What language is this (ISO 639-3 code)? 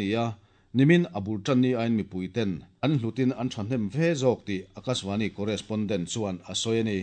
lus